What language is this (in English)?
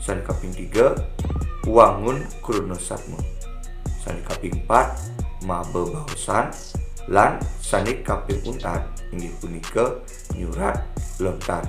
Balinese